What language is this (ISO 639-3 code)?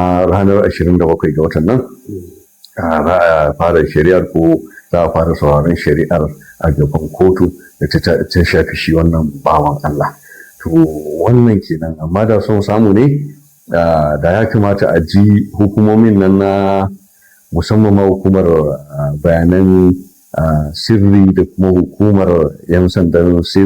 hau